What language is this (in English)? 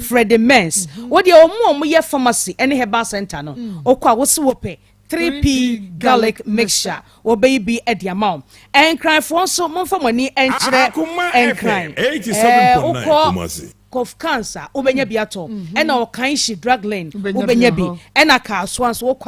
Akan